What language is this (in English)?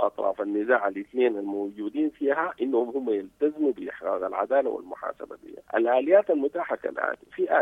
Sudanese Arabic